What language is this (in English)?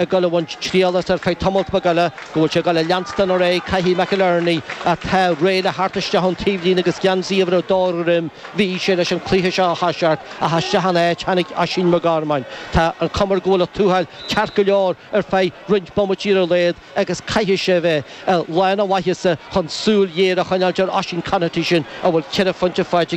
Irish